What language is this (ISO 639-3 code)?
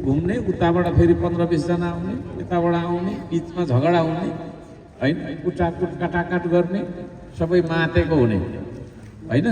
nep